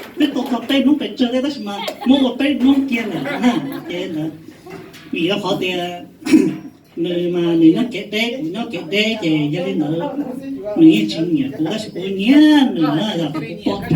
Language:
Hmong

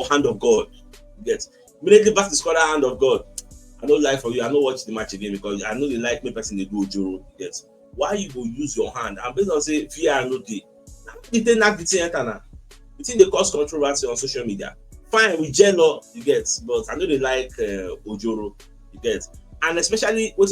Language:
Nigerian Pidgin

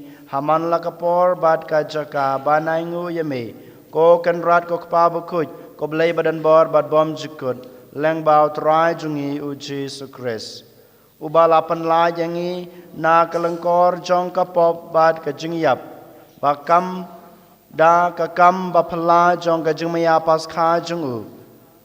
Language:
Khasi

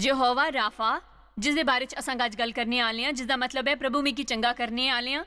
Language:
Dogri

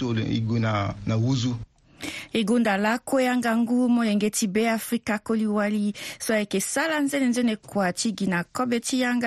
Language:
Sango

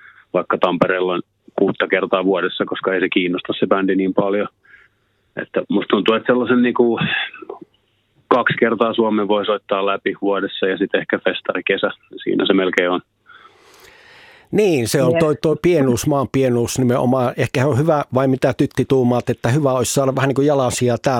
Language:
Finnish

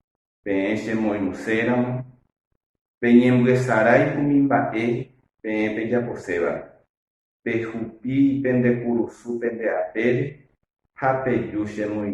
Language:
Guarani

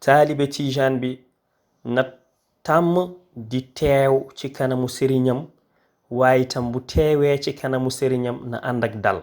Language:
Wolof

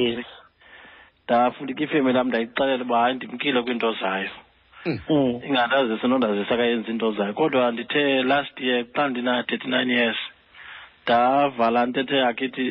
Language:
Xhosa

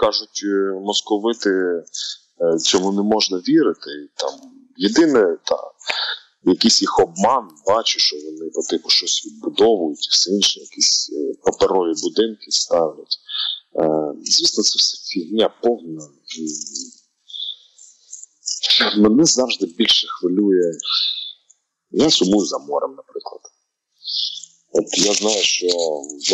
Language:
Ukrainian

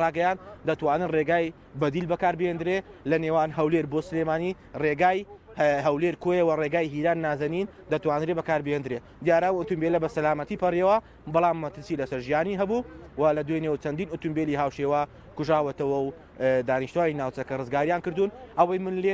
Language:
Central Kurdish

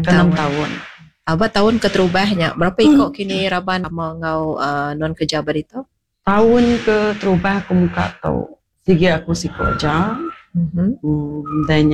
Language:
Iban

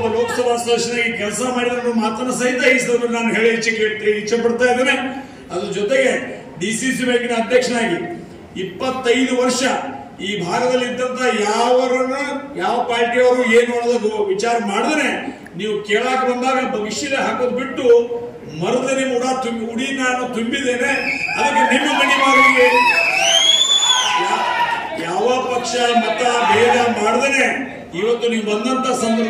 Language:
Kannada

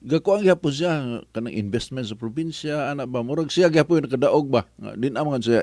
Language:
Cebuano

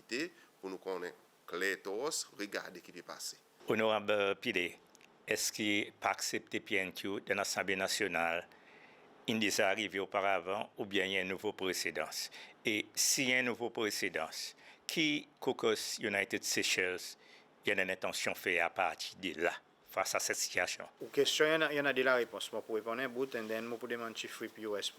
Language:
Seselwa Creole French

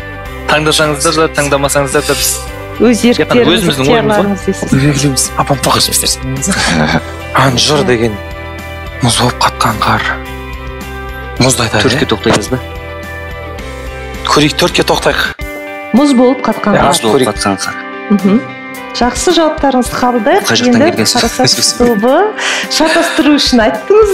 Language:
Kazakh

